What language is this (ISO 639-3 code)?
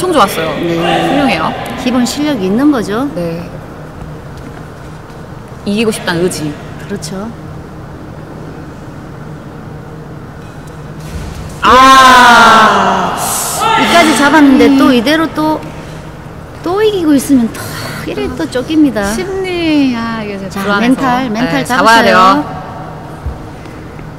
kor